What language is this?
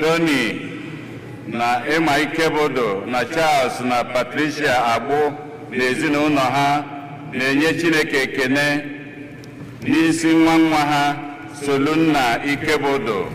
Igbo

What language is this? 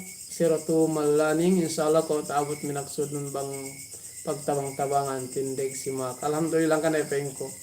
Yakan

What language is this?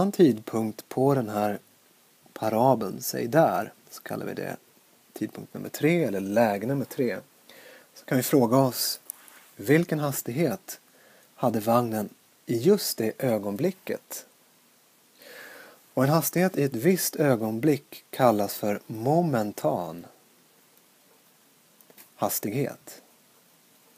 Swedish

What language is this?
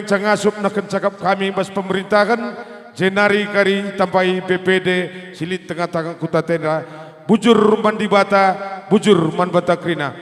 Batak Karo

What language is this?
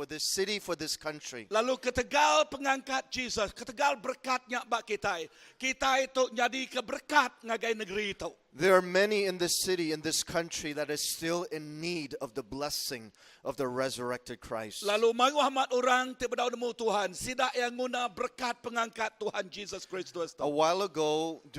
Iban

